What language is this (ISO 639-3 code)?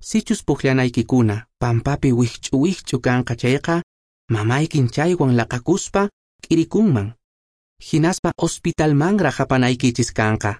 que